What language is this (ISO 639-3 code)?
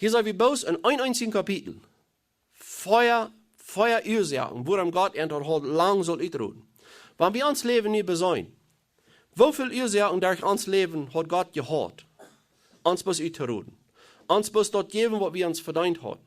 pdt